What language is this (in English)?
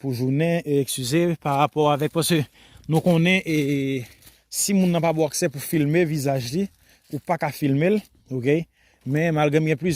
Haitian Creole